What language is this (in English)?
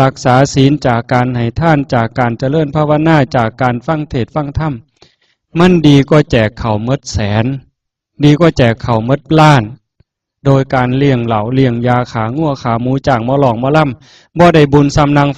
Northeastern Thai